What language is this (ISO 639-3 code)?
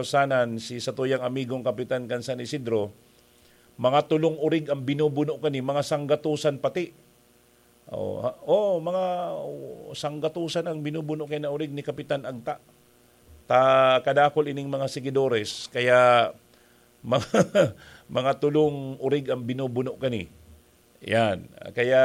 bik